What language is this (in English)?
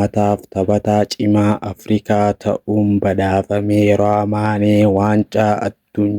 Oromo